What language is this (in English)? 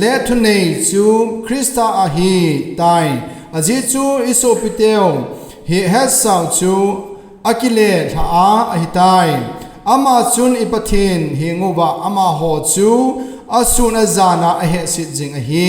Thado Chin